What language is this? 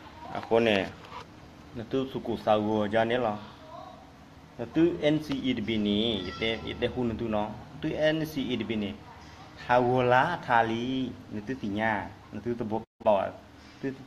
S'gaw Karen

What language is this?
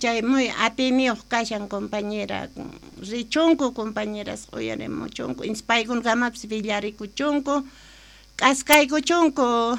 Quechua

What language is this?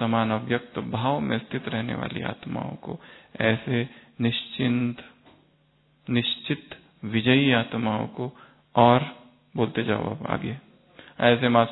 Hindi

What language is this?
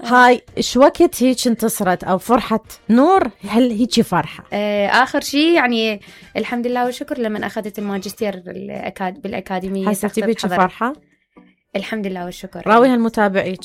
Mesopotamian Arabic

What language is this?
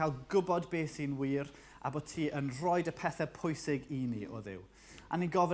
Welsh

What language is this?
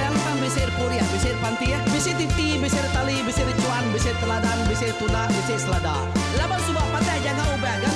Iban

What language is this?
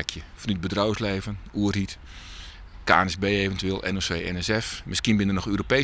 Western Frisian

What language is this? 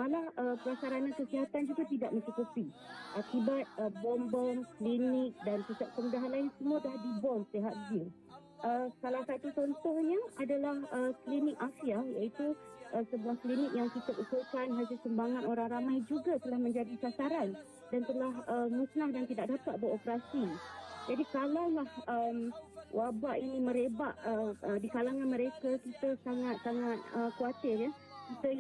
Malay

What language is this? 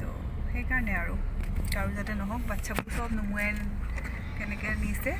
Assamese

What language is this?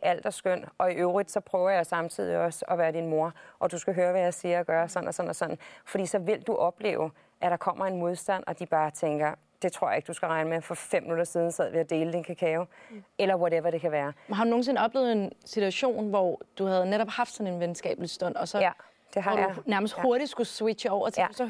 Danish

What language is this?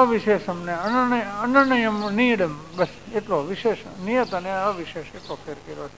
Gujarati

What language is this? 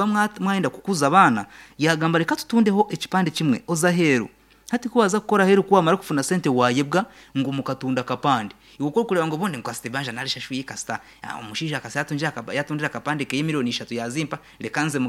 Nyankole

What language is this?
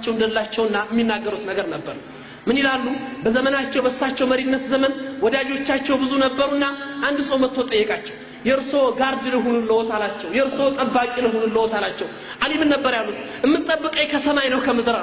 Amharic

